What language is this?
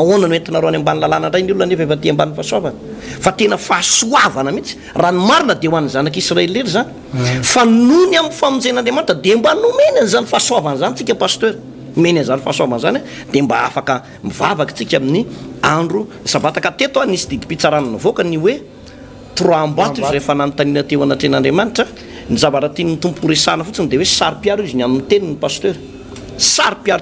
Malagasy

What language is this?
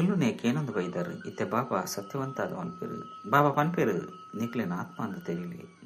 Tulu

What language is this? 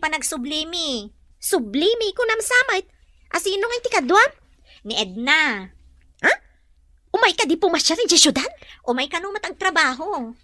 Iloko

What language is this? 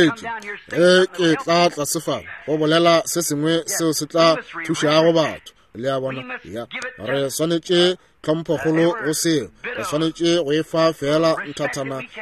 Northern Sotho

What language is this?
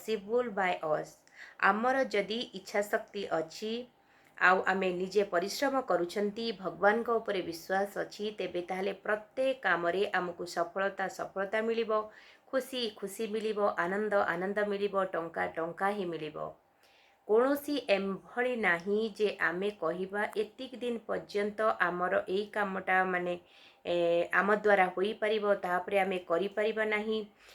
Odia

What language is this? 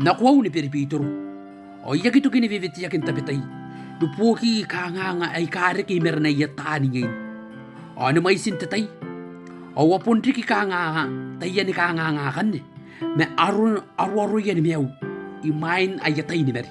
Gilbertese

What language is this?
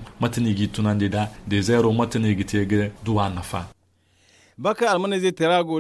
Zarma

